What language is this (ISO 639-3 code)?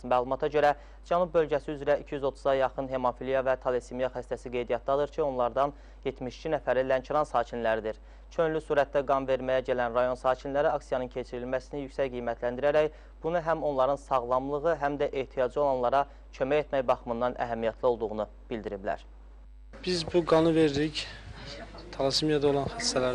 aze